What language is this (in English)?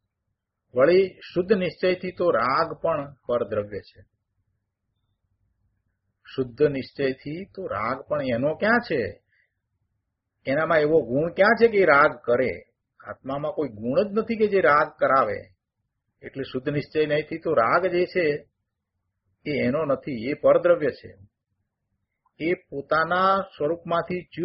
Gujarati